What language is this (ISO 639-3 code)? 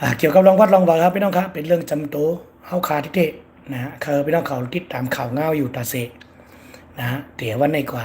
shn